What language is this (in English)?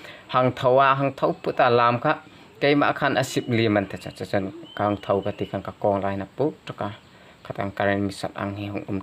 Hmar